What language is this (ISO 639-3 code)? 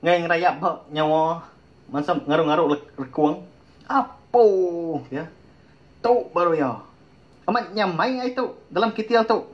iba